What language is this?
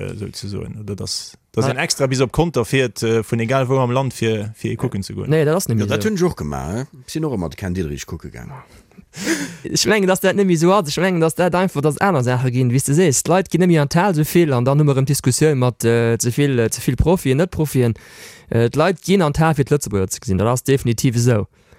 Luxembourgish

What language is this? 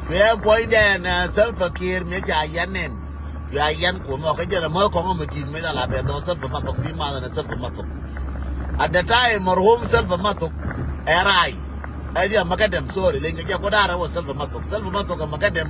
Nuer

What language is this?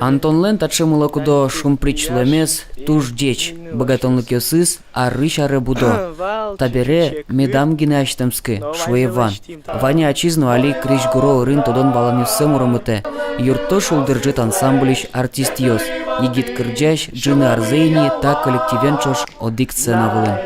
Udmurt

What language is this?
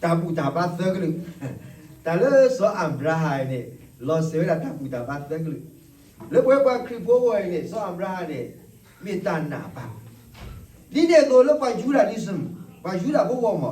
S'gaw Karen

